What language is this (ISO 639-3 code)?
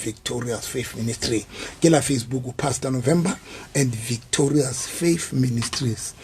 sot